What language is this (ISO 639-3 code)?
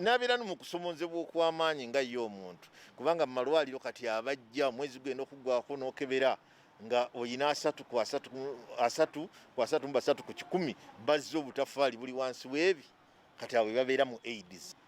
lug